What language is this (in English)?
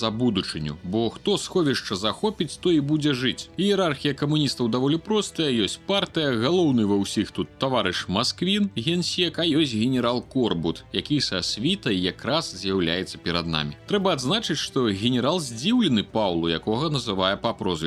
Belarusian